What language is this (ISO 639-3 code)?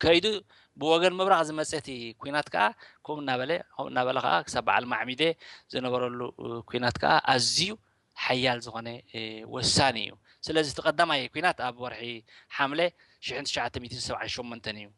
tir